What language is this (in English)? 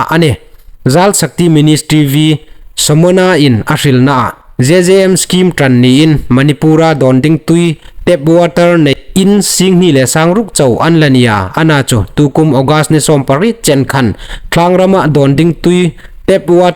Hmar